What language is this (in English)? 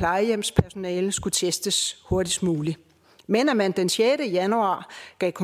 Danish